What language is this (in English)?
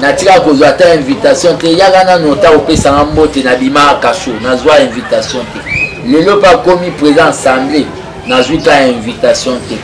Lingala